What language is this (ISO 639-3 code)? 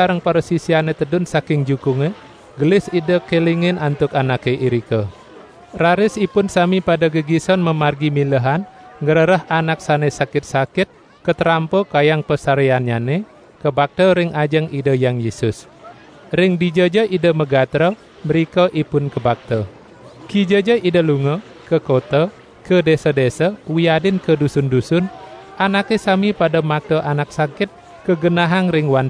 ban